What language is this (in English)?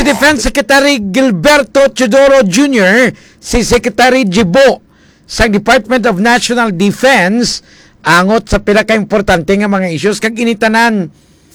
Hiligaynon